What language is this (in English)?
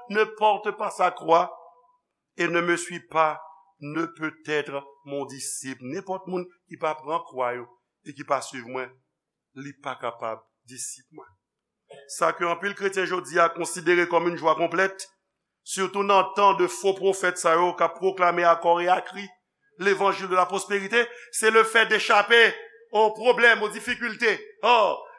Haitian Creole